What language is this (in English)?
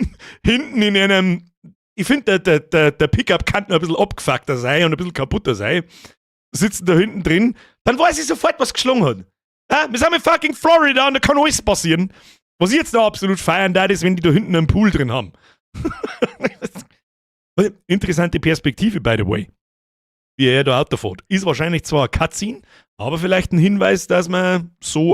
Bavarian